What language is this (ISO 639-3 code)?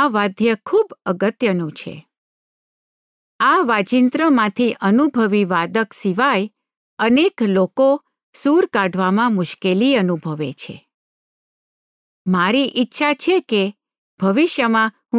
guj